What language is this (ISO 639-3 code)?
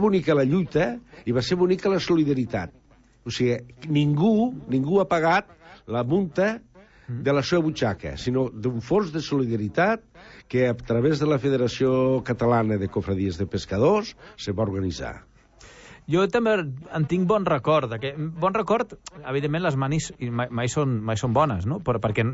cat